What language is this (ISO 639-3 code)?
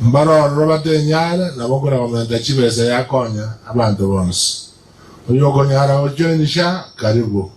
guz